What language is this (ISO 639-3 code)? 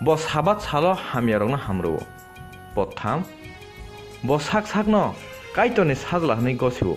trp